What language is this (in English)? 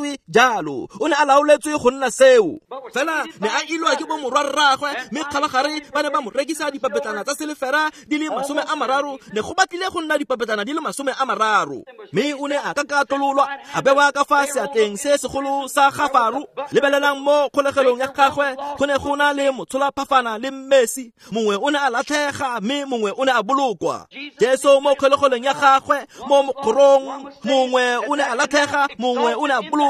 Tswana